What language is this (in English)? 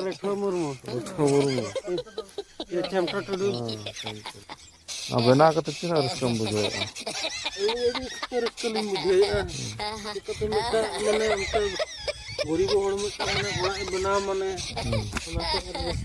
Santali